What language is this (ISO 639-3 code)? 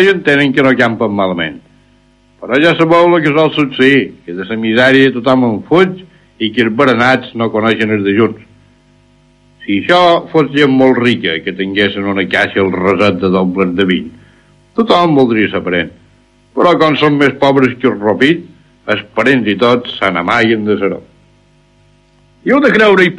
cat